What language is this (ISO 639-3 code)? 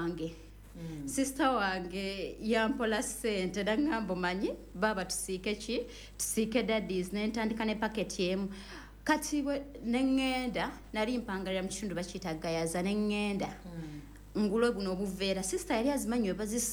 lug